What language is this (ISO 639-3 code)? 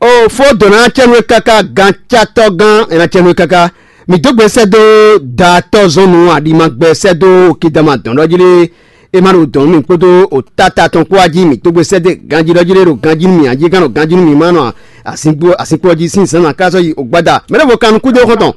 fon